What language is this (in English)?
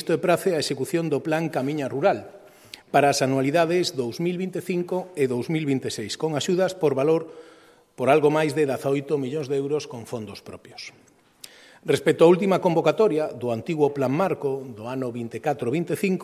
Galician